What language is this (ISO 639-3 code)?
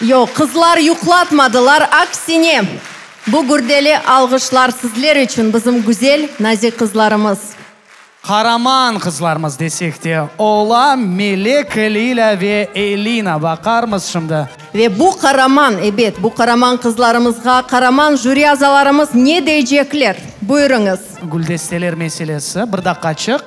crh